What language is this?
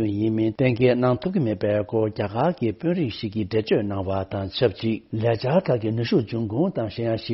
Tibetan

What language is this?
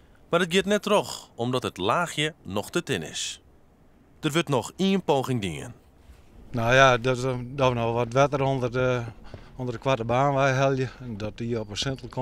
Western Frisian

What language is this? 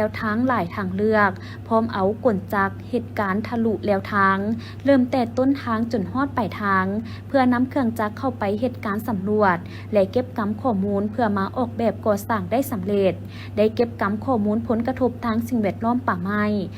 Lao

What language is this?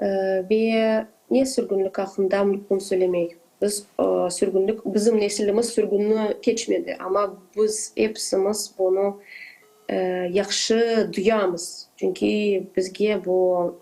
Crimean Tatar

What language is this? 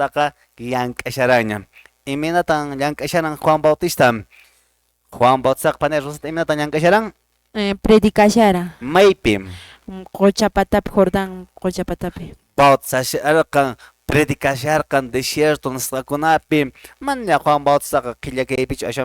Quechua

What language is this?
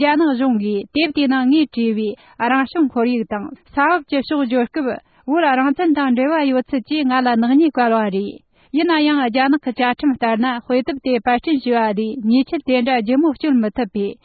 Tibetan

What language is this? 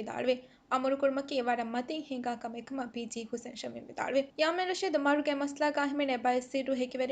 Divehi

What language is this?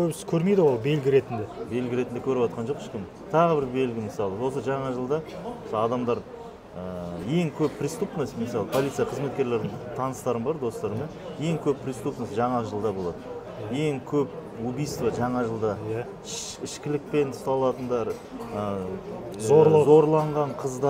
Kazakh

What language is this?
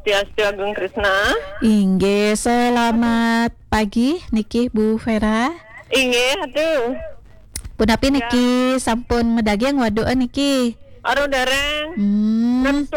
Balinese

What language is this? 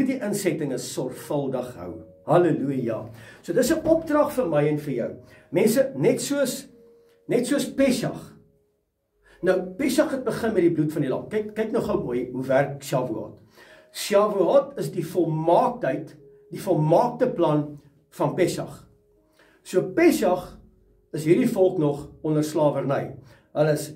Afrikaans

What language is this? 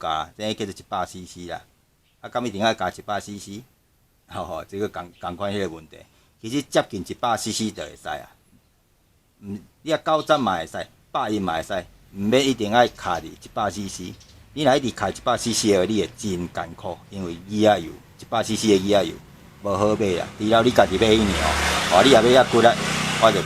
Min Nan Chinese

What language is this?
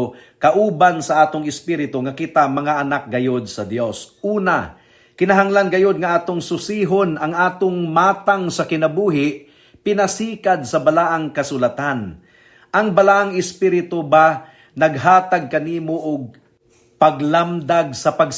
Cebuano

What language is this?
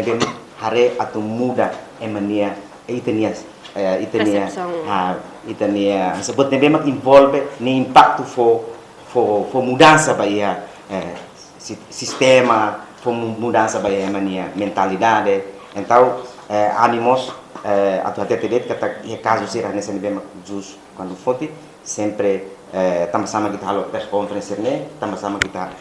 Tetum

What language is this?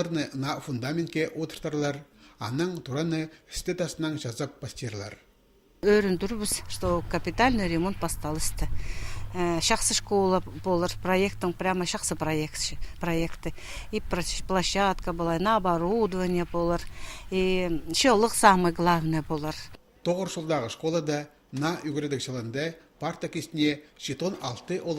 Khakas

